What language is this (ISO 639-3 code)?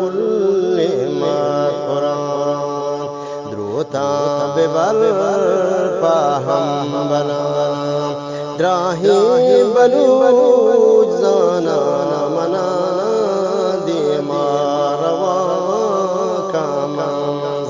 bgp